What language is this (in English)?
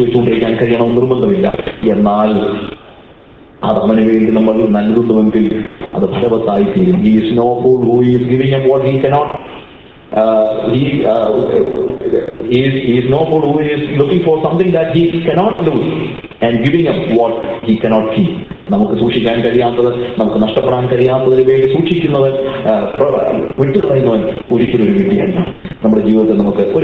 Malayalam